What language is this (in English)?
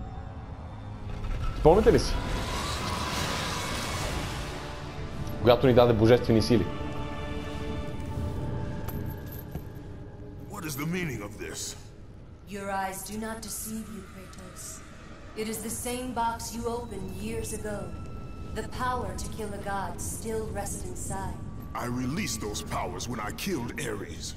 Bulgarian